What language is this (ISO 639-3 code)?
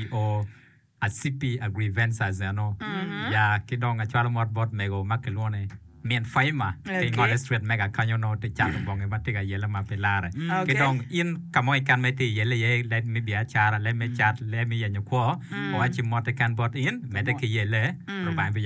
ach